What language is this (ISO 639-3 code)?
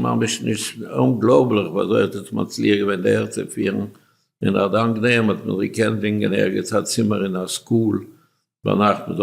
yid